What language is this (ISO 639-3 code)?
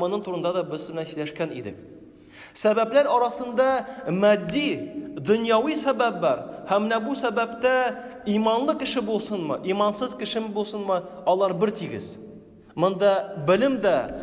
tat